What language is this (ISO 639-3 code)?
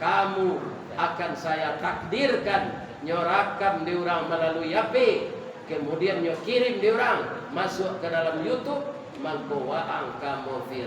min